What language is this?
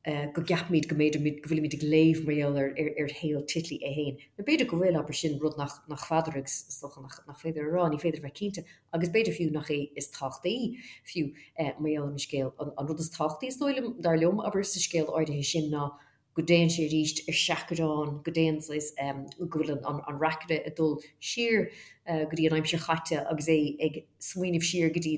Irish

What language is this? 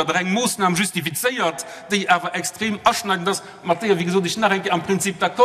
Luxembourgish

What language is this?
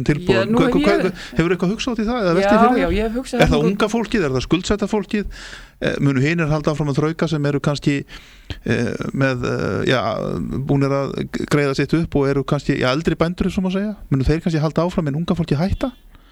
Icelandic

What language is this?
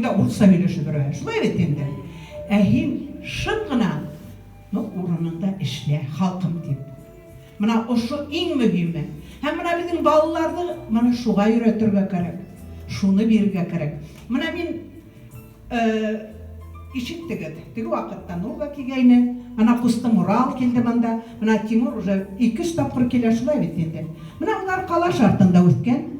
Bashkir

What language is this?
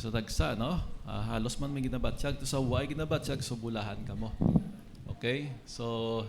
Hiligaynon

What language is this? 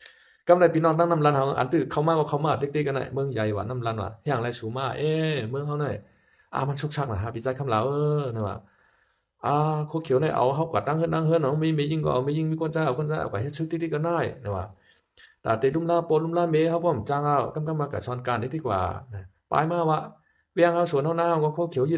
Shan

